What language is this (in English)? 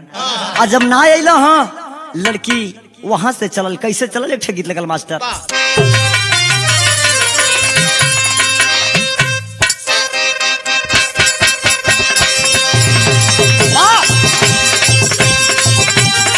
Bhojpuri